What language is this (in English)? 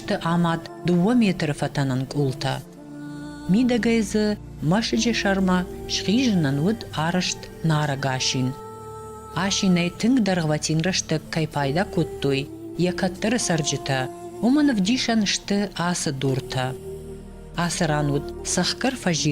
Ossetic